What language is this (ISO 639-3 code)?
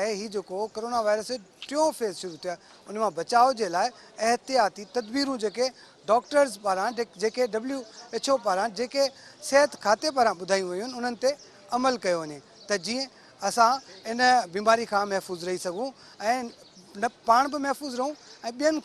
snd